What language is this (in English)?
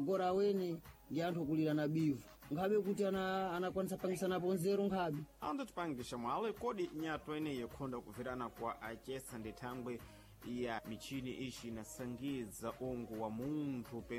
Sena